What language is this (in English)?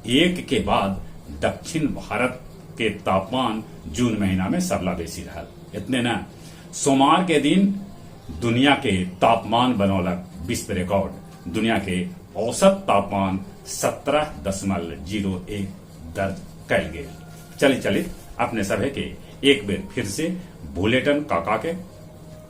Magahi